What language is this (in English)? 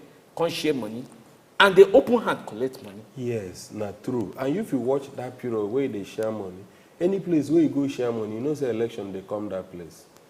Nigerian Pidgin